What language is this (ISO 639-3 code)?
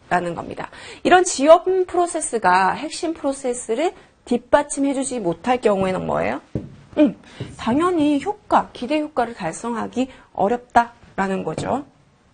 kor